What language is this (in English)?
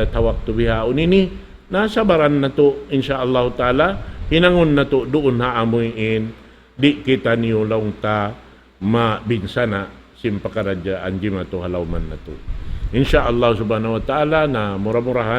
Tausug